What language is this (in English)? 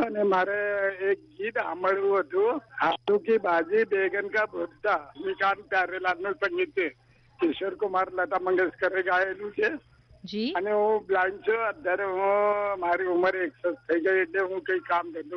Gujarati